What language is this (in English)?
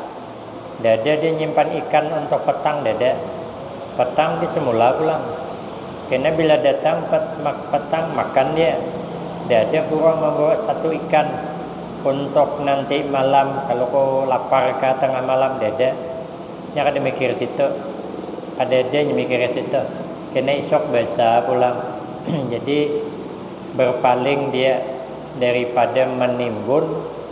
Banjar